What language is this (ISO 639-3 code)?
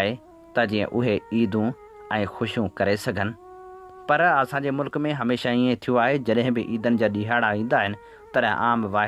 snd